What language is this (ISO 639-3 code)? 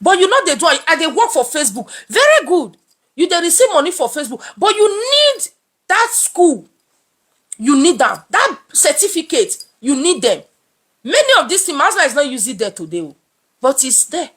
pcm